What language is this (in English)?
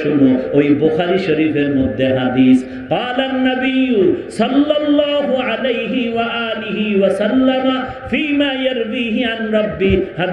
Bangla